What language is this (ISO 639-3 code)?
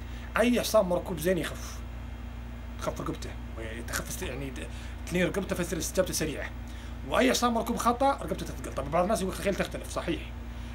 ara